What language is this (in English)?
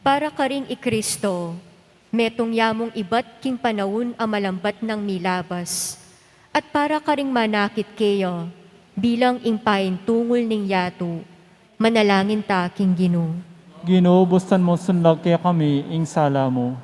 Pampanga